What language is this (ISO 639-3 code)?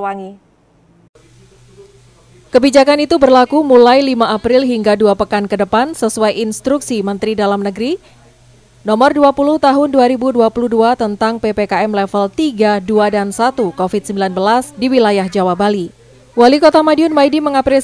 ind